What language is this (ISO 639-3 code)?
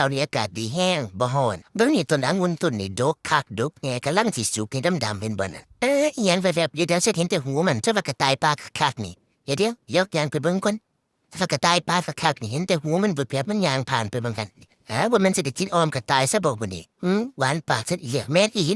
tts